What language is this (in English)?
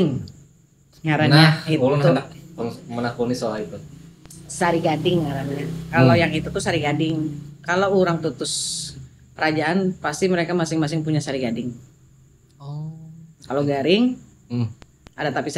Banjar